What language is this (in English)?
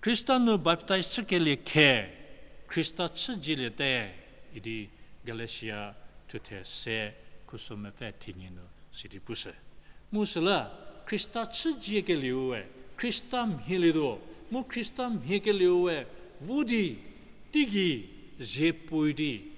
Angami Naga